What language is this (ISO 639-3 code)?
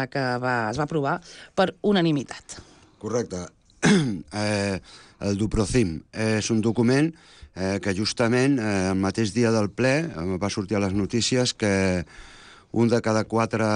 cat